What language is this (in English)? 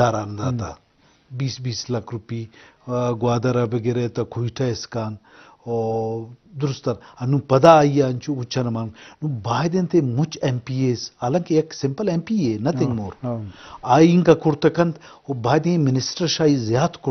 Eastern Balochi